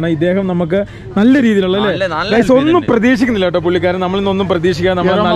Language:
Malayalam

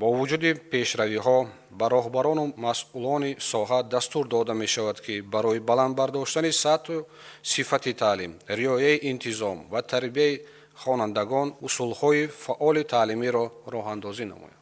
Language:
Tajik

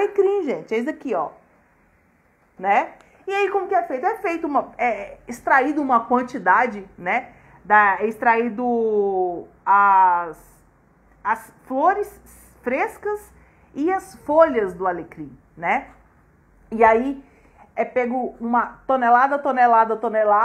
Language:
Portuguese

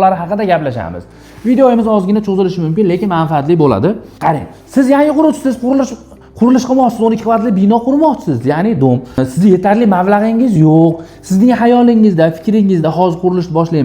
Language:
Uzbek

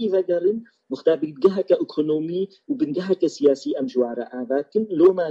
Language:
Kurdish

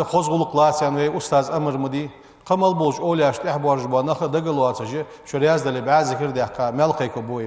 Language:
Ingush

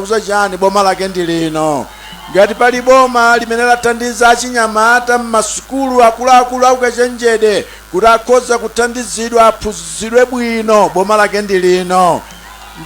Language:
Nyanja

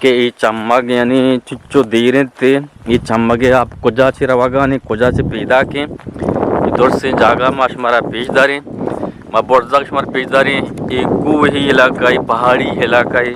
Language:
Eastern Balochi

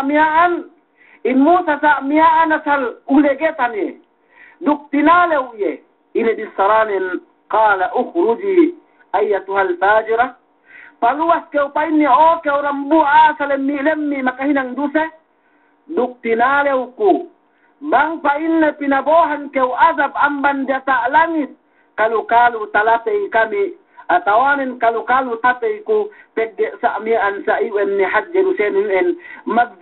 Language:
Yakan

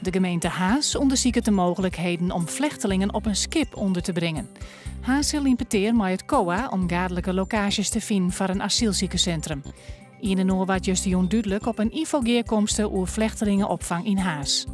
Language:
Western Frisian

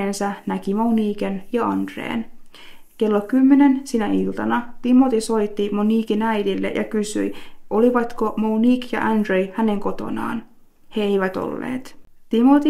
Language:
Finnish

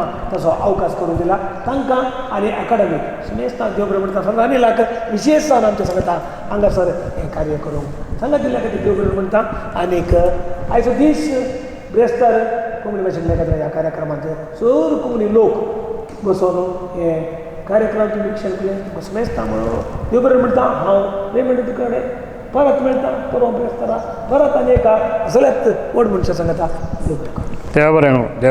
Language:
Konkani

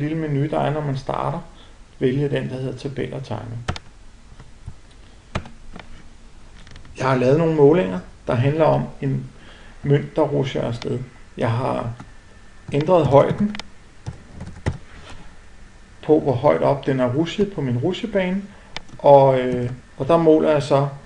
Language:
Danish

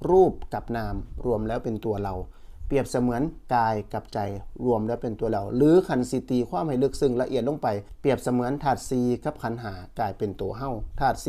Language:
Northeastern Thai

